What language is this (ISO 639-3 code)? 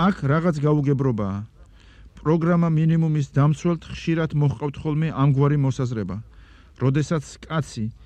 kat